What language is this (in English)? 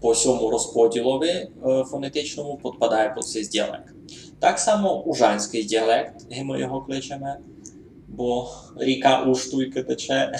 Rusyn